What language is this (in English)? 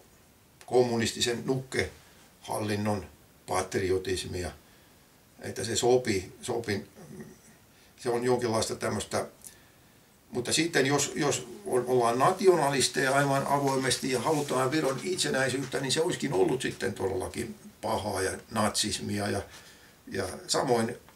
Finnish